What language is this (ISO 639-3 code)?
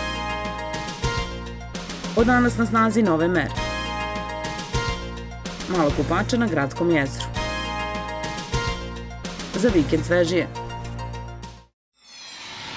srp